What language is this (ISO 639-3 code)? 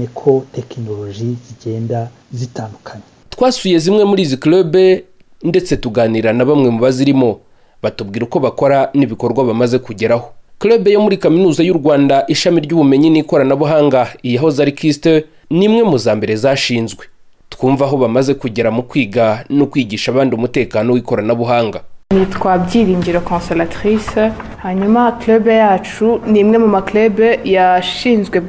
kin